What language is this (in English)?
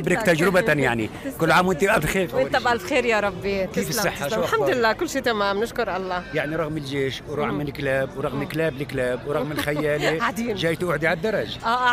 North Levantine Arabic